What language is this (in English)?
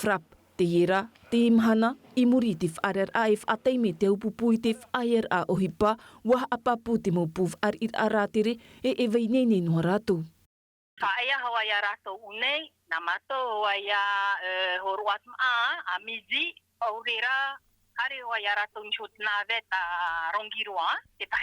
Tahitian